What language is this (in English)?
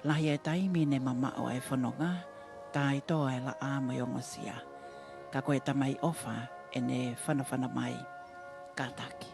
Tongan